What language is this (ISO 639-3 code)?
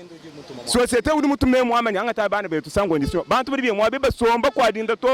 lua